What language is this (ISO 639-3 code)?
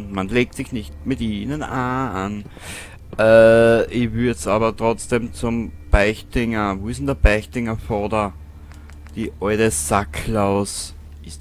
bar